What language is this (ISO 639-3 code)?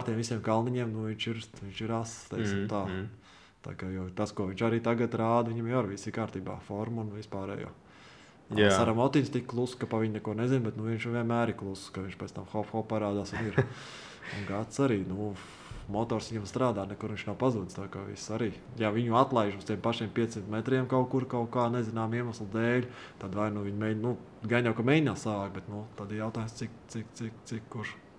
lav